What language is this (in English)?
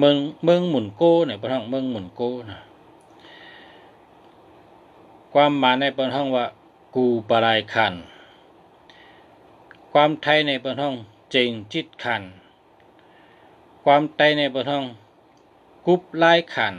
Shan